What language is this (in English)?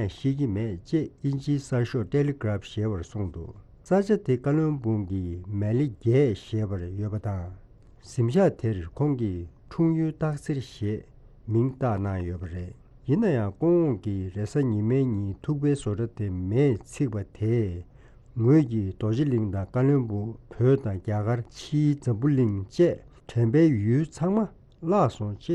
Tibetan